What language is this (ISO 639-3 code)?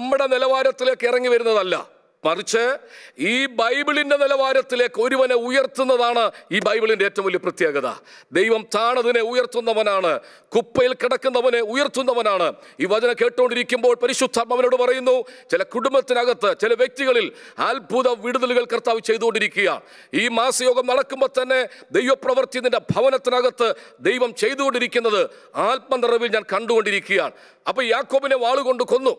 mal